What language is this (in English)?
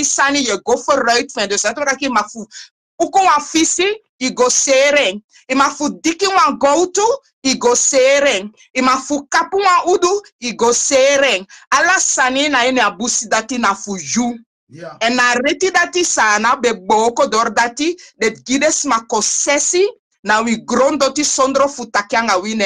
Sranan Tongo